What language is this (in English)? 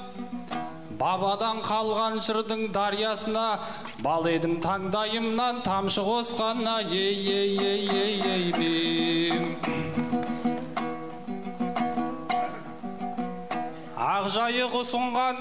Kazakh